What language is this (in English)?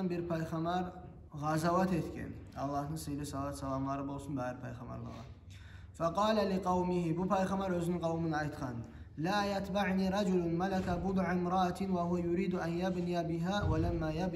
Kumyk